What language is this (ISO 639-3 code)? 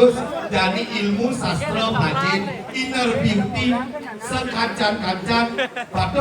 ban